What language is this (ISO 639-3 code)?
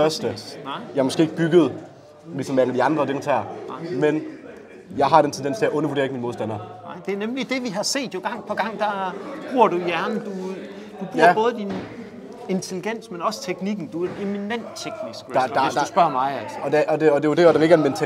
dan